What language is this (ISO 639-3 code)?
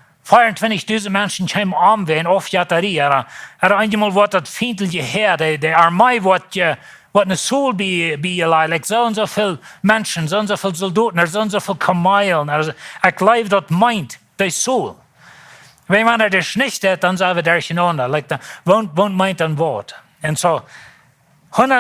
pdt